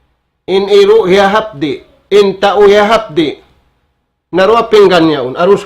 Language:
Tausug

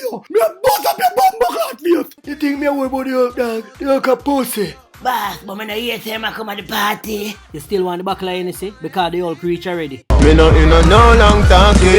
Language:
Jamaican Creole English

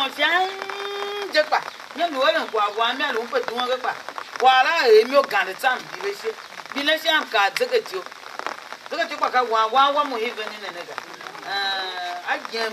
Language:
Tiv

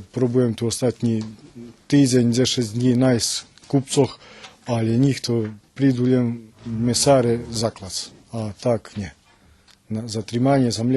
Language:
Rusyn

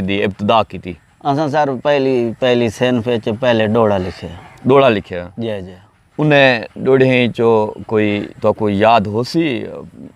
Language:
Saraiki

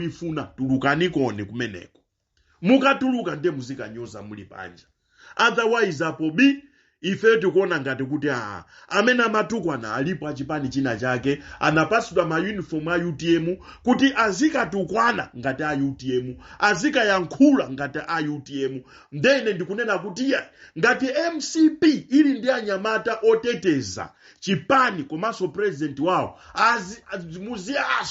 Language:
Nyanja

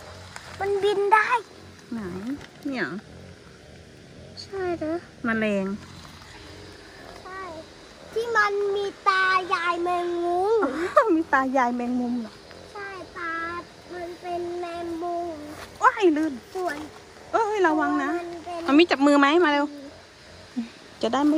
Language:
Thai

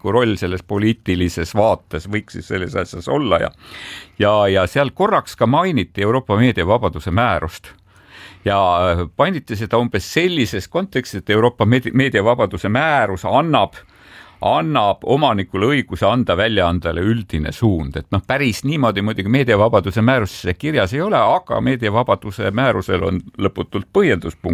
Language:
Estonian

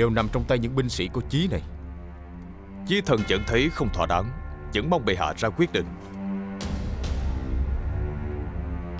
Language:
Vietnamese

